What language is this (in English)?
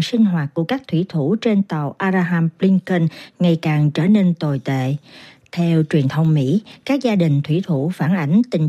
Vietnamese